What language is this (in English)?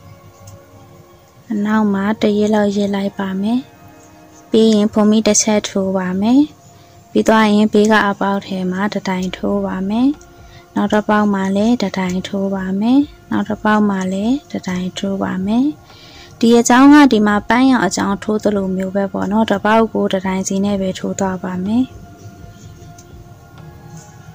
Burmese